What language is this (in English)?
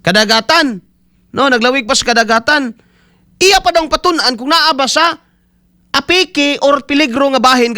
Cebuano